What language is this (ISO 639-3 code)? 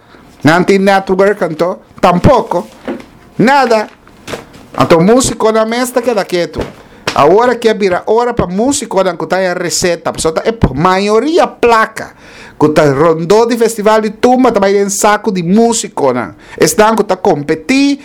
pap